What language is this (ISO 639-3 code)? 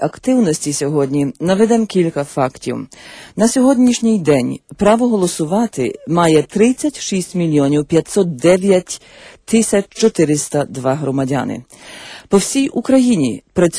ukr